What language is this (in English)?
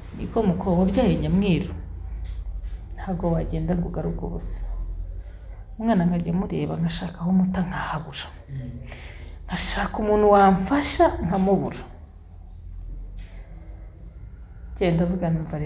Kinyarwanda